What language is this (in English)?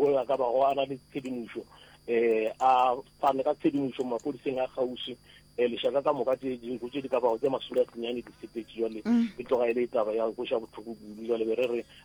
Northern Sotho